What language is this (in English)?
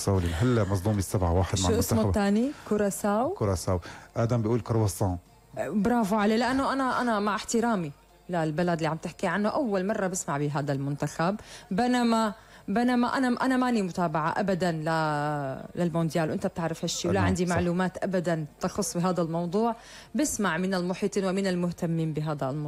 North Levantine Arabic